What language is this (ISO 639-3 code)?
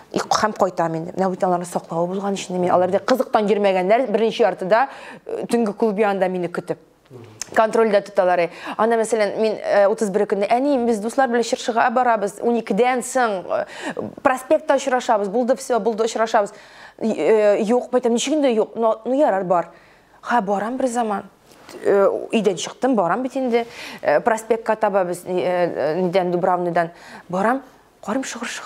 tat